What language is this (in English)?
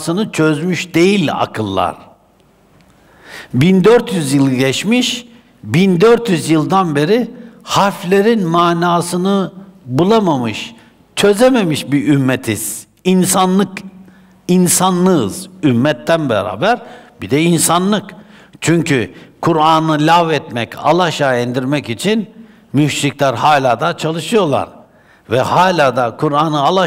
Turkish